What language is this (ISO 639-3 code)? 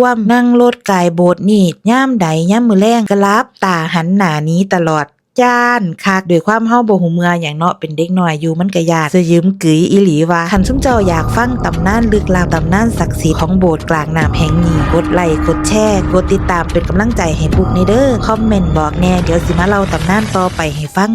tts